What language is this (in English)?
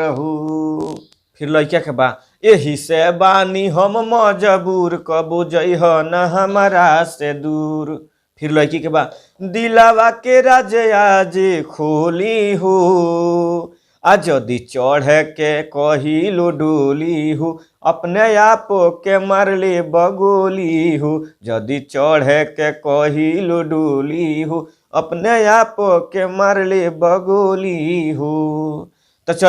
Bhojpuri